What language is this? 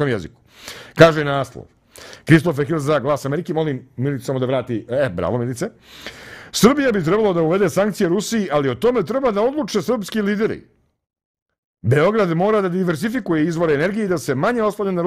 Serbian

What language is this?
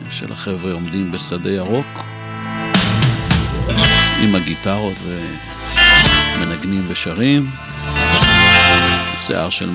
Hebrew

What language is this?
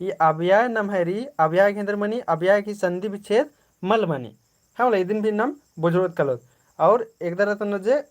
Kurukh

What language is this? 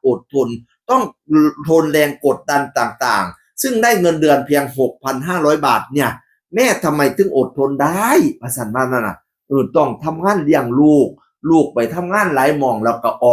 Northeastern Thai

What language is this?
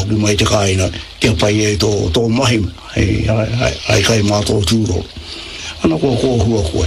Māori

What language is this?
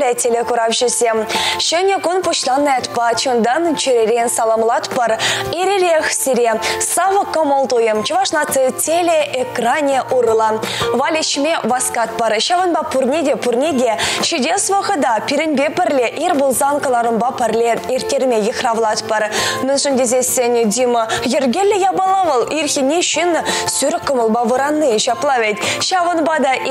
Chuvash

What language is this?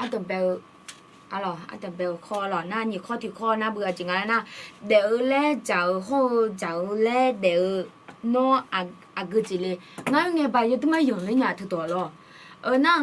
Akha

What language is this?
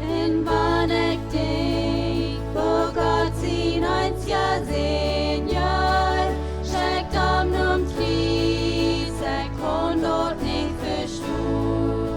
Plautdietsch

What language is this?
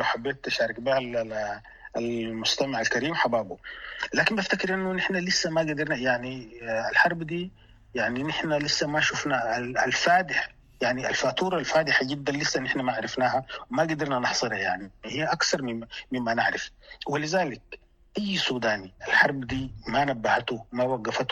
Sudanese Arabic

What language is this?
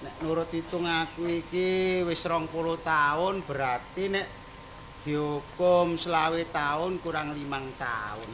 Javanese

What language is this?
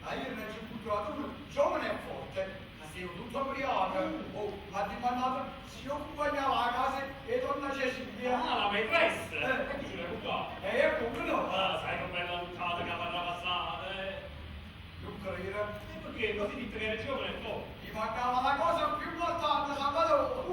Neapolitan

